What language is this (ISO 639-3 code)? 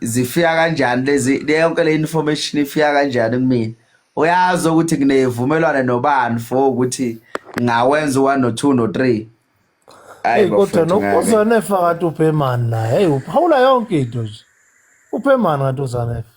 zul